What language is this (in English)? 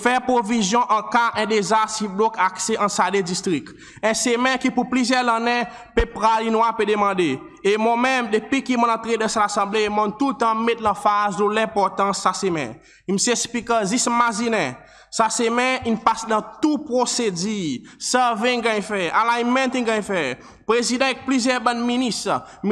Seselwa Creole French